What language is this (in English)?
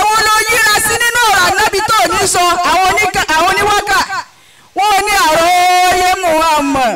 Yoruba